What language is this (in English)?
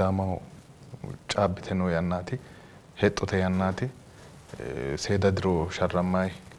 Sidamo